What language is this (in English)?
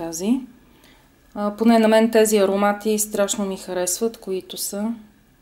Bulgarian